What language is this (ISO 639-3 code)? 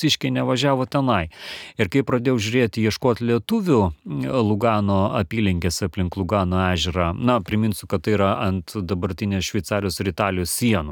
lit